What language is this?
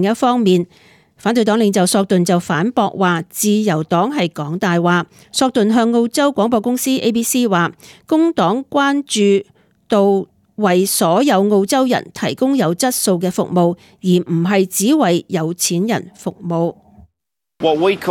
Cantonese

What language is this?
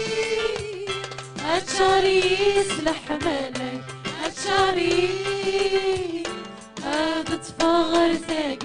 Kabyle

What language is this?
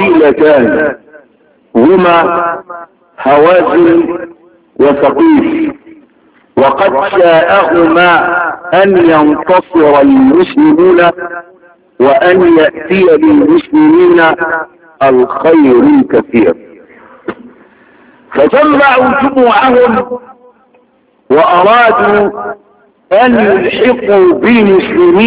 Arabic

